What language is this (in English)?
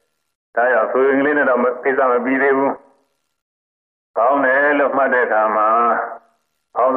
Burmese